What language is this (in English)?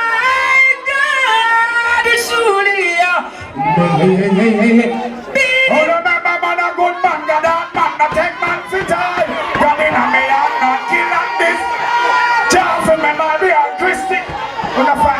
Jamaican Creole English